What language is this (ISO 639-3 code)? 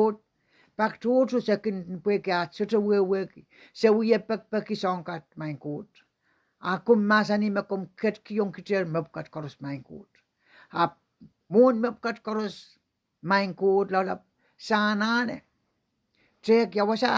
pon